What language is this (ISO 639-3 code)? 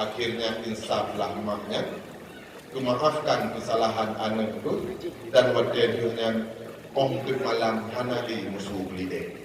ace